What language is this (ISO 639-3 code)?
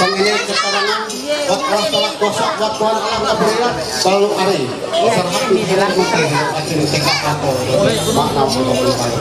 mhy